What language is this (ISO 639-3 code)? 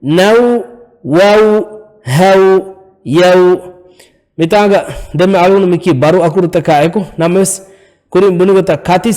div